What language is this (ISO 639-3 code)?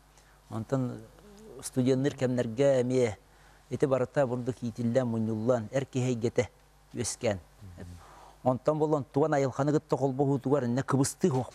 sah